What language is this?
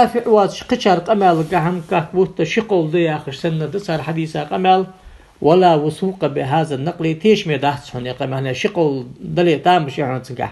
Ingush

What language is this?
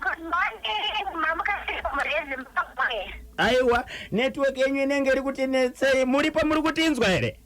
Shona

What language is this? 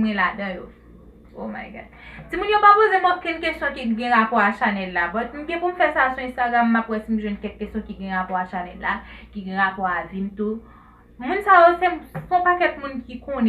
Haitian Creole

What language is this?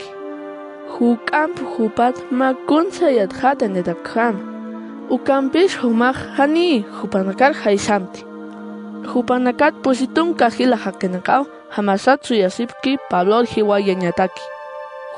Aymara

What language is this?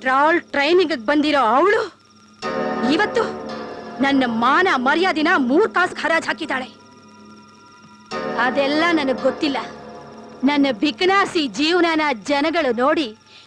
Kannada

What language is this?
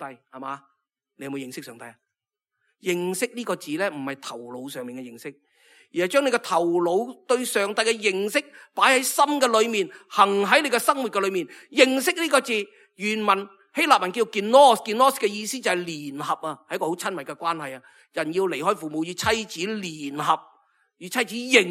Cantonese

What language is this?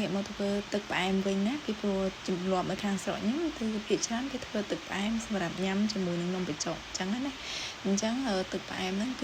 Khmer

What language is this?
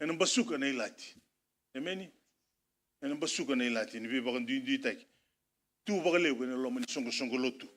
Fijian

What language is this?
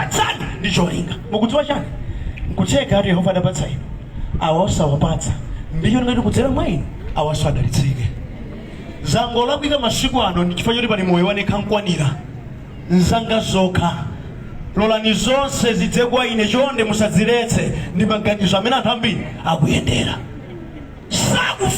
Nyanja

